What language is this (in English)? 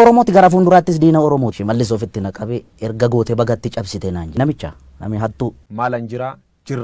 Oromo